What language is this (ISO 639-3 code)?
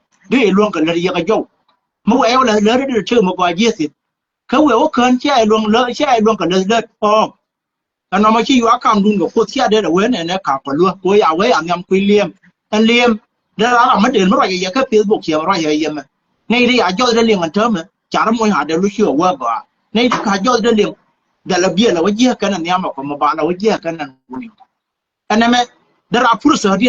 nus